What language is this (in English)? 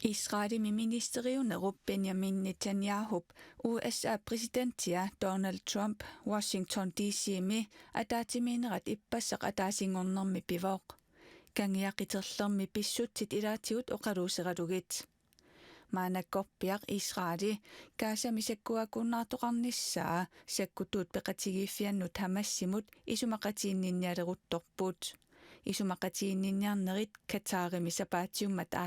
Kalaallisut